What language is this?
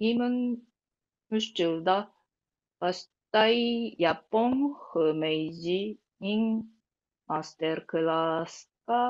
Tuvinian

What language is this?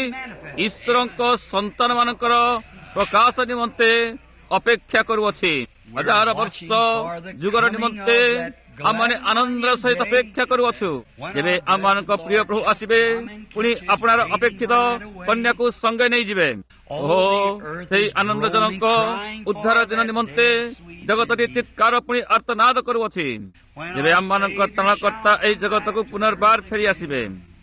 Odia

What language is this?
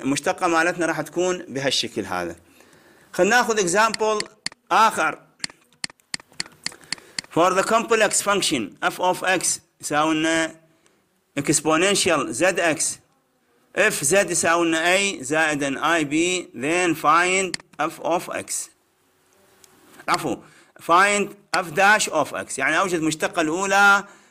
Mesopotamian Arabic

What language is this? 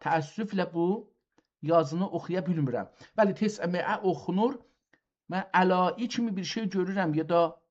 South Azerbaijani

